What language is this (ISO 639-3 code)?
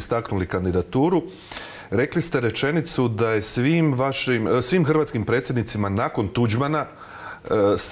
hrv